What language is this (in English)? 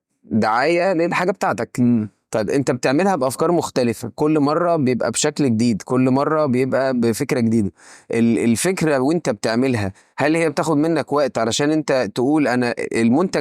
Egyptian Arabic